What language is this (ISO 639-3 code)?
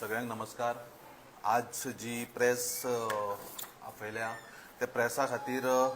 kok